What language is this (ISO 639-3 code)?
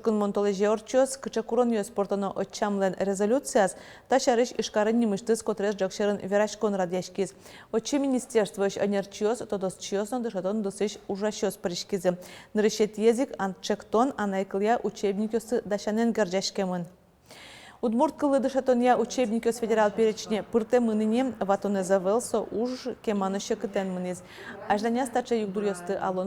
udm